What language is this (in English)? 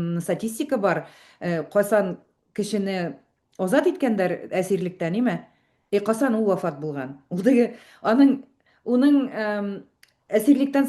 Bashkir